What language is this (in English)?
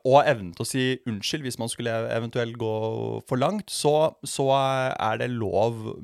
Norwegian